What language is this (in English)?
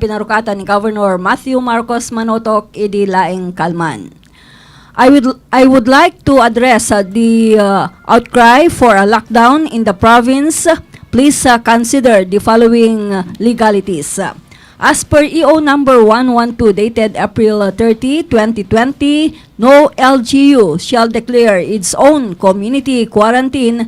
Iloko